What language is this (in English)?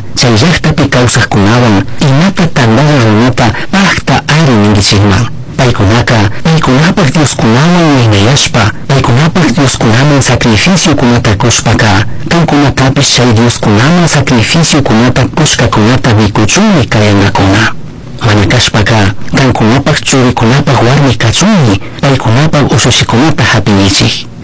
Chimborazo Highland Quichua